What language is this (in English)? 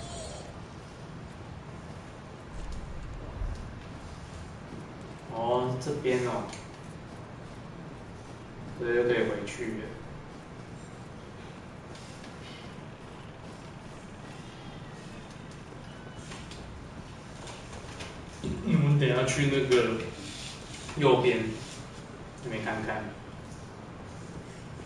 Chinese